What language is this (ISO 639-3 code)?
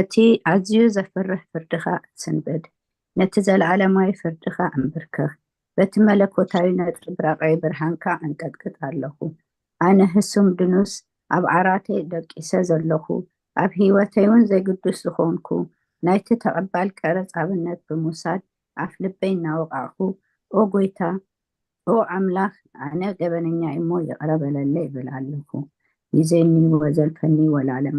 tir